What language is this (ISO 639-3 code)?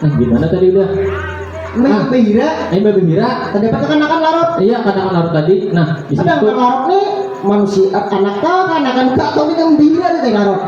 bjn